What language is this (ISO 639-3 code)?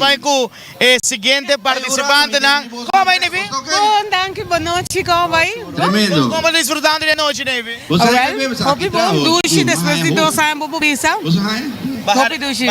pap